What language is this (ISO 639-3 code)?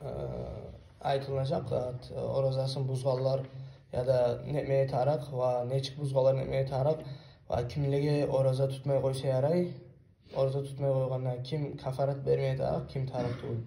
kum